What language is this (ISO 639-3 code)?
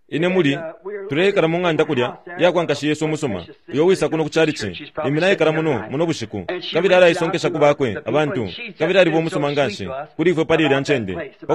bem